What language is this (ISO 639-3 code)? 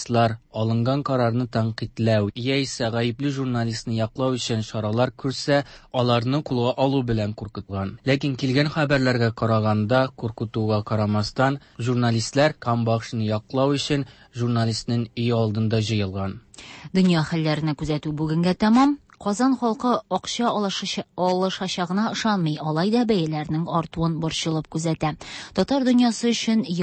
tat